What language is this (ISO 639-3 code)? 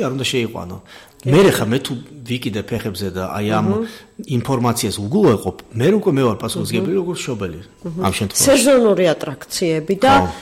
kat